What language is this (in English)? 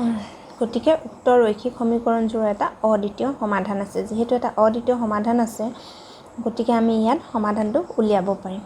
Assamese